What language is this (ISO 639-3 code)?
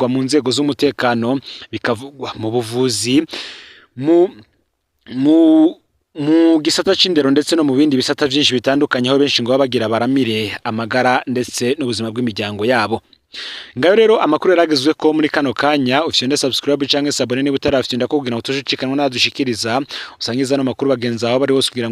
run